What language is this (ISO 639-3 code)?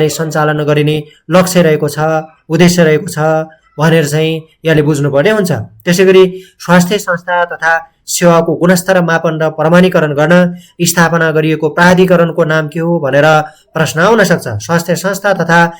nep